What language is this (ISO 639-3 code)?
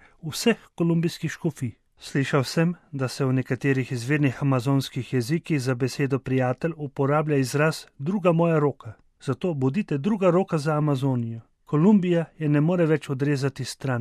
slv